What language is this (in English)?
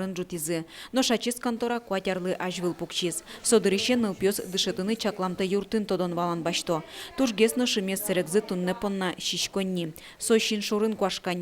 Udmurt